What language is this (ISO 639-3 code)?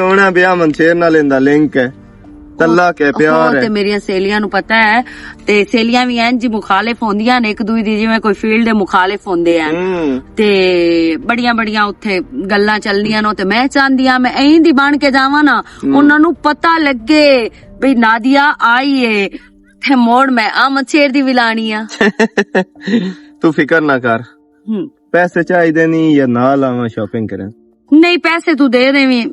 lah